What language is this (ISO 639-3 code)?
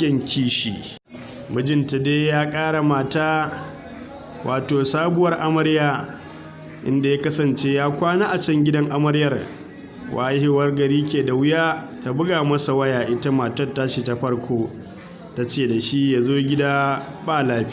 hau